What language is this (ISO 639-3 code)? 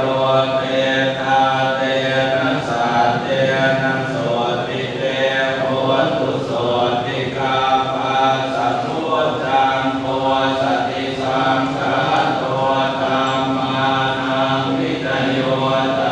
pli